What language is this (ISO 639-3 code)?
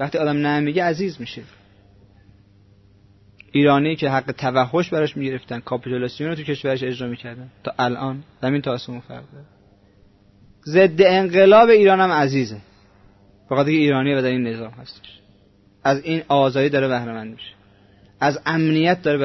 fas